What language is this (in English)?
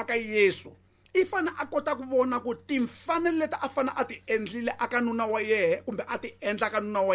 Tsonga